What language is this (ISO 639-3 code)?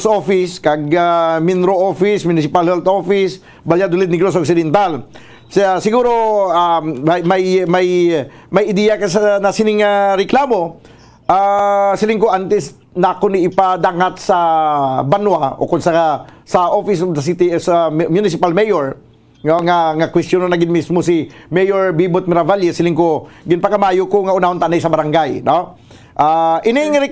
hil